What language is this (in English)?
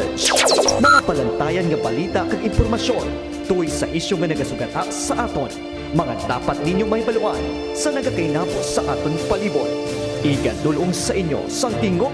Hiligaynon